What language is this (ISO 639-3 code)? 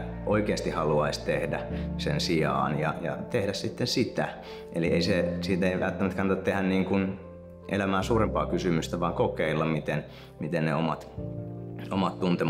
fin